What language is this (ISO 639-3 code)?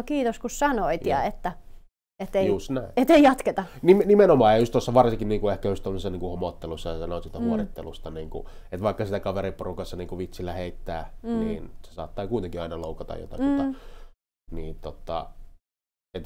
fin